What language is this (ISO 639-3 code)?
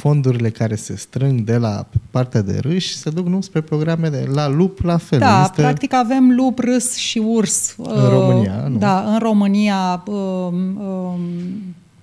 ron